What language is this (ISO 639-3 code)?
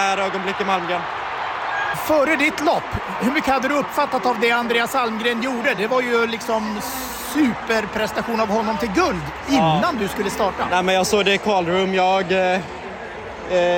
swe